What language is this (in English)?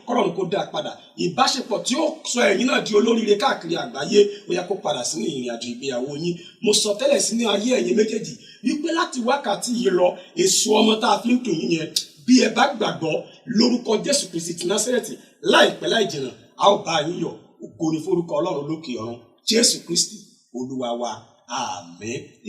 Yoruba